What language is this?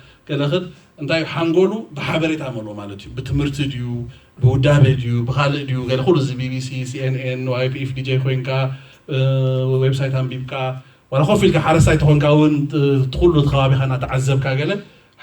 Tigrinya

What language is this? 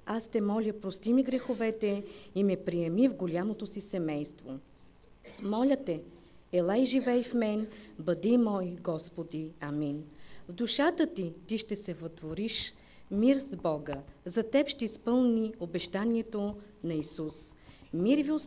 Bulgarian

